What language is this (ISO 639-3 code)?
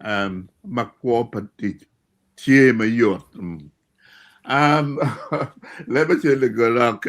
ach